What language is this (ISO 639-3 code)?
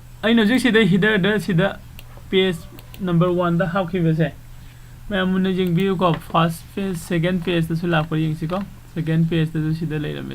mni